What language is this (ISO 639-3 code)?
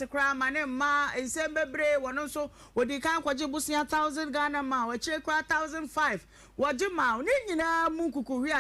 aka